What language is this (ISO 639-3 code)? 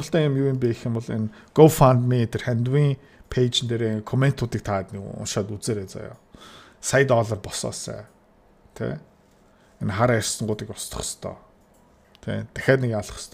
mon